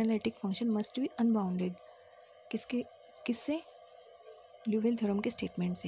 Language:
Hindi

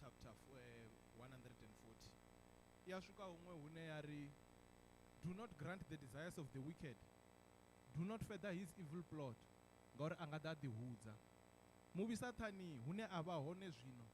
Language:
Venda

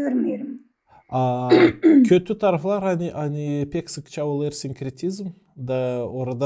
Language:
Gagauz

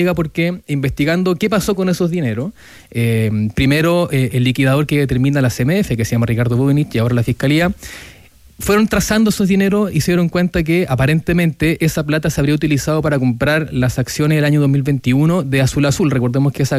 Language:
Spanish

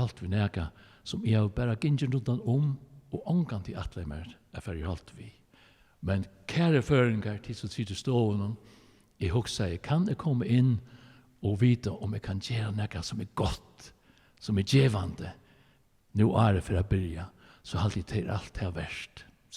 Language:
Faroese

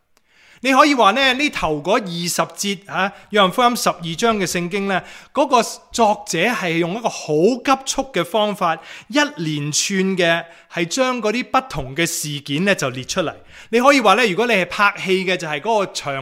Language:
Cantonese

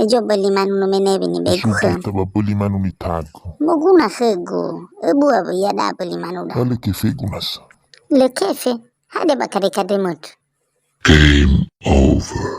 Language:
Nias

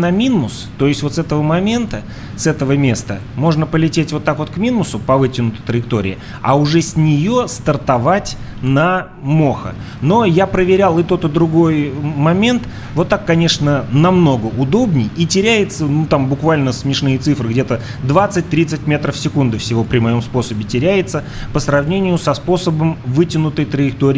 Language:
Russian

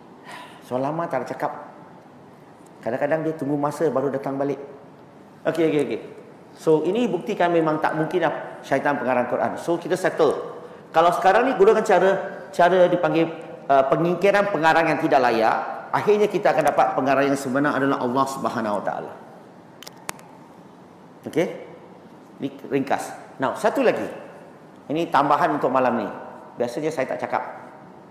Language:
Malay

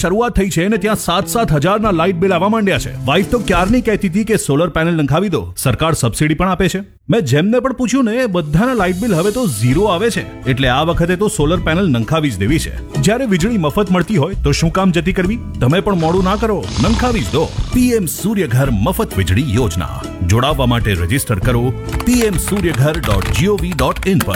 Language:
Gujarati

